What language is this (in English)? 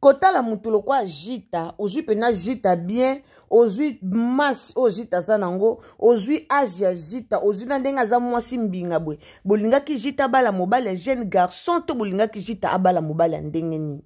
Lingala